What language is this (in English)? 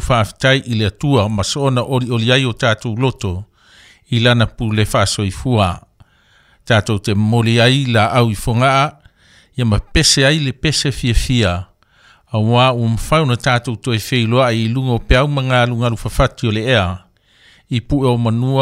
Samoan